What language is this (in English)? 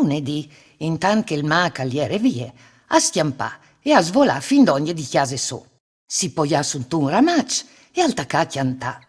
Friulian